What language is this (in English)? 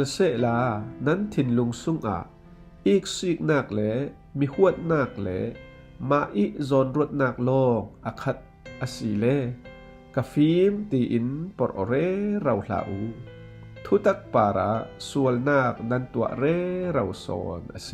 Falam Chin